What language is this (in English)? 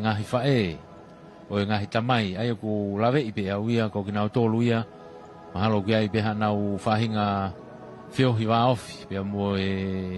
Tongan